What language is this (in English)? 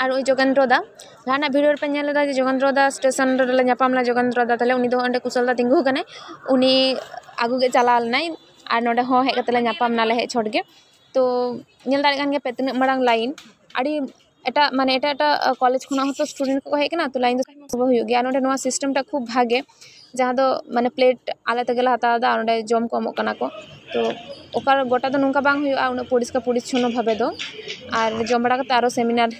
Santali